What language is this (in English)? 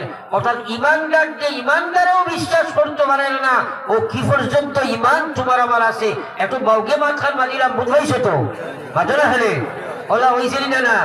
Sylheti